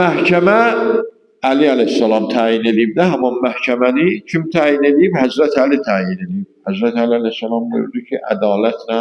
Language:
Azerbaijani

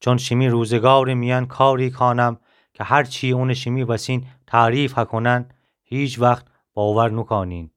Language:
Gilaki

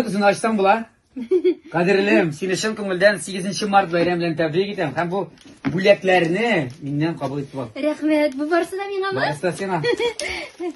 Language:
Tatar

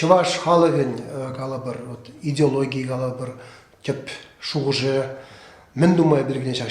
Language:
Chuvash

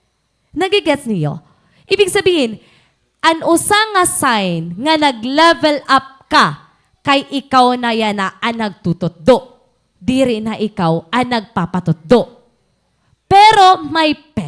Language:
Waray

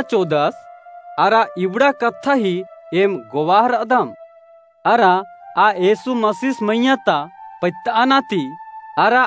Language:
Kurukh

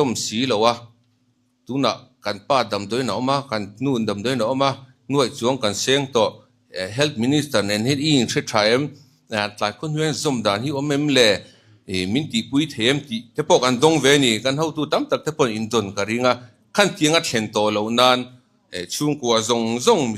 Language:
Mizo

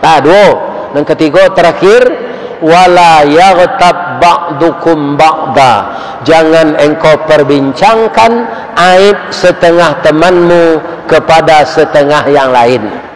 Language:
Minangkabau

